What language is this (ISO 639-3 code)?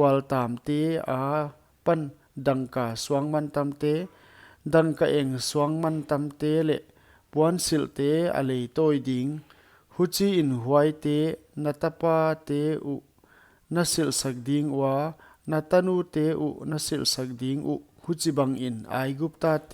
pck